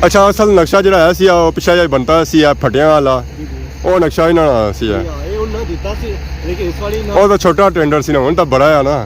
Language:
Pahari-Potwari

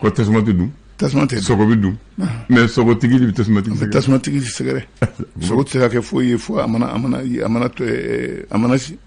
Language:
Bambara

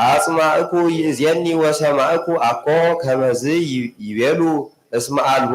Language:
Geez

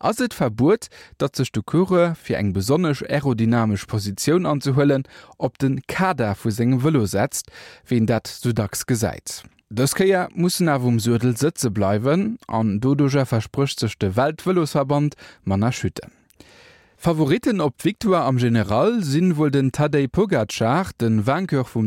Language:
Luxembourgish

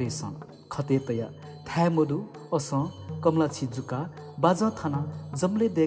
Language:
Newari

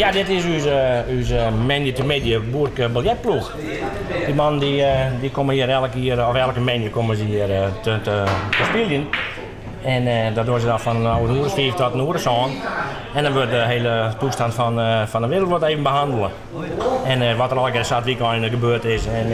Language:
Western Frisian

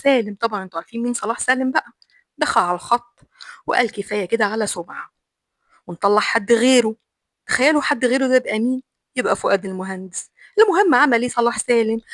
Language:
Egyptian Arabic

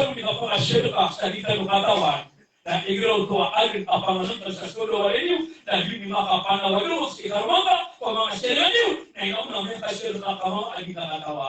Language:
Maranao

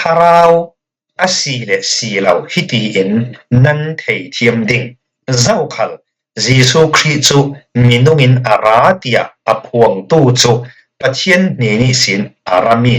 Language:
Falam Chin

